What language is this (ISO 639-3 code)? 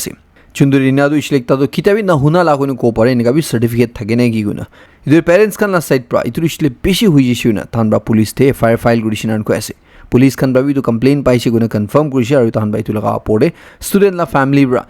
nag